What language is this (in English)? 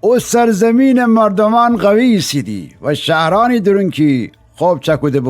Gilaki